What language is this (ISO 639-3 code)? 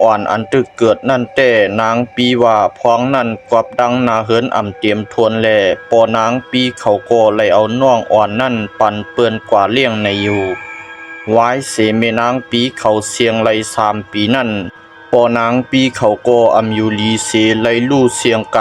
shn